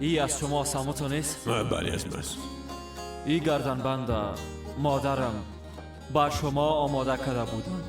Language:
Persian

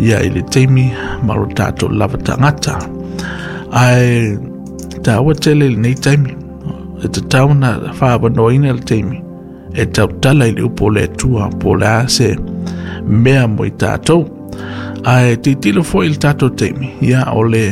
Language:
Samoan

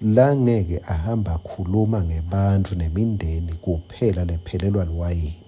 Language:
Swati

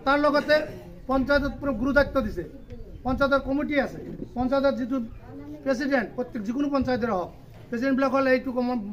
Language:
Assamese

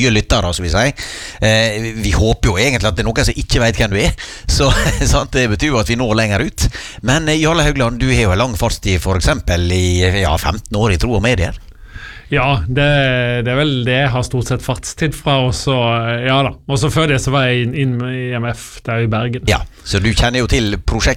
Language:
Norwegian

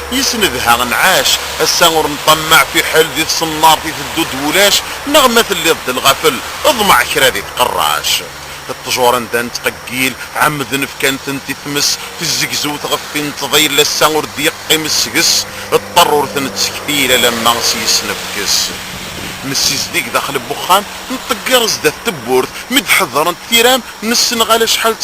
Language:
Kabyle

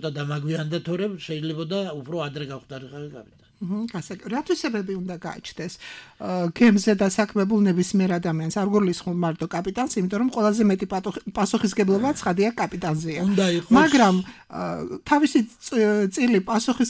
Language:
Georgian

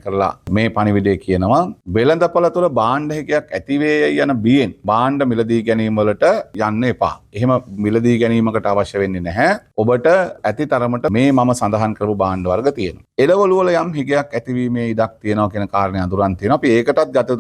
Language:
Sinhala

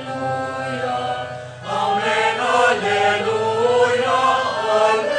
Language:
Pampanga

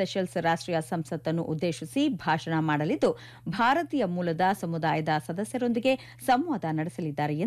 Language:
Kannada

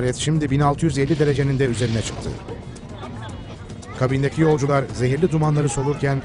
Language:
Turkish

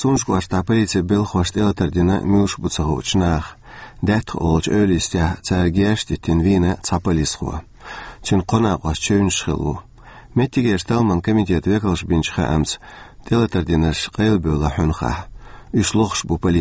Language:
Chechen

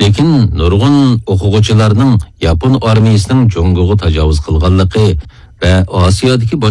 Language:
Uyghur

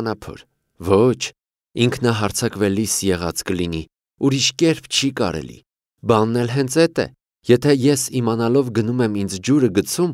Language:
Armenian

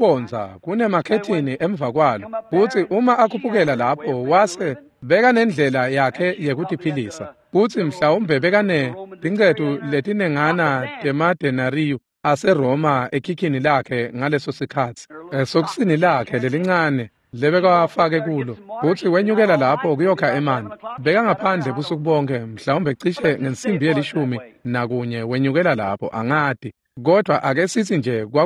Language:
Swati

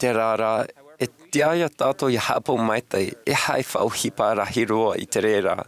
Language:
Tahitian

